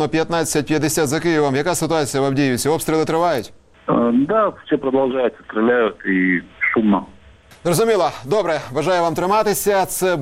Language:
Ukrainian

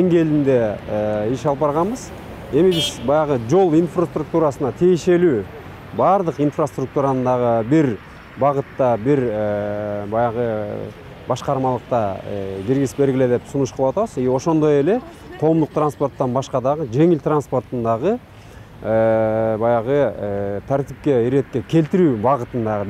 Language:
Kyrgyz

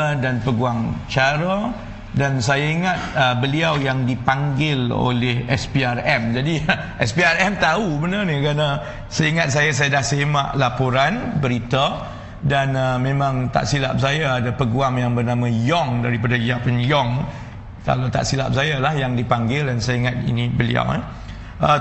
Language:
Malay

